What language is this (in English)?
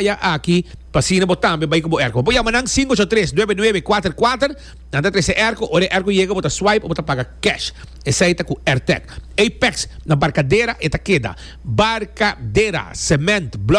Papiamento